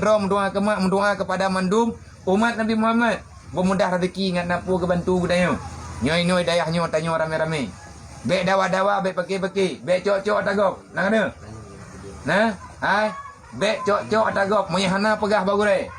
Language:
Achinese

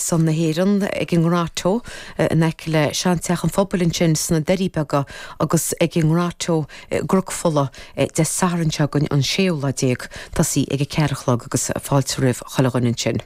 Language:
Irish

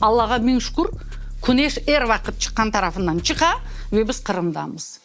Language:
Crimean Tatar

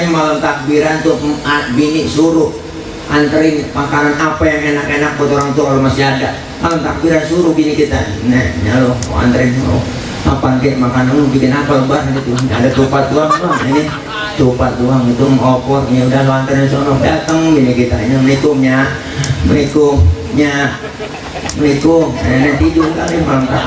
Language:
Betawi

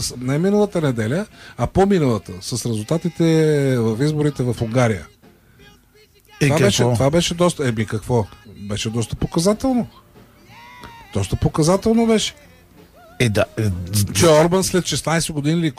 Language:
Bulgarian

